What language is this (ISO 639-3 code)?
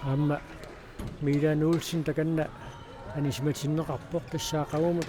kal